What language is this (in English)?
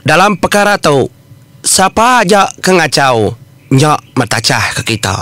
Iban